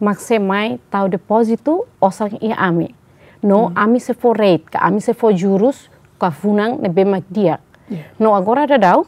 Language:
Tetum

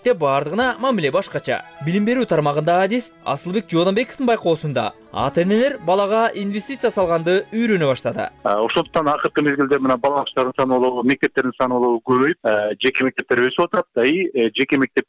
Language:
Kyrgyz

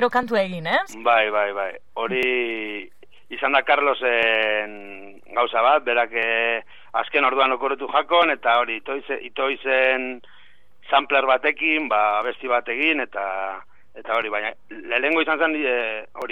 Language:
Basque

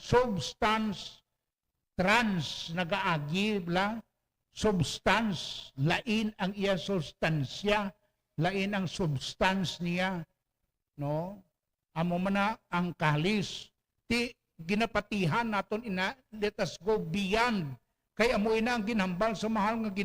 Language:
Hiligaynon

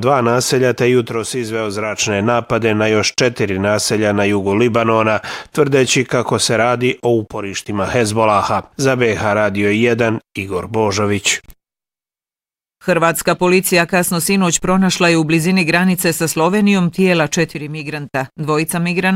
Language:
Bosnian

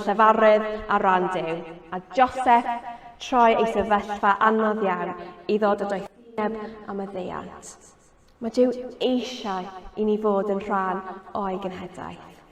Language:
Welsh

